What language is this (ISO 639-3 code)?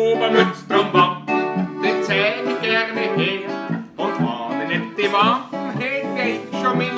bar